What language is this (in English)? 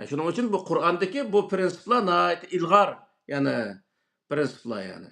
Uyghur